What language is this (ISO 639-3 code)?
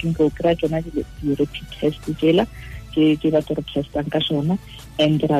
tsn